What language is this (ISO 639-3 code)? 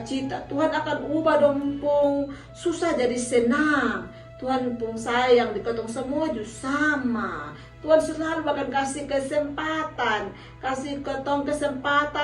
mkn